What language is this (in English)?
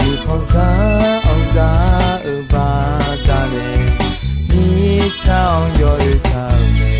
Akha